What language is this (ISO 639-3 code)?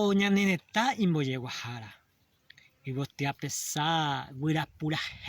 grn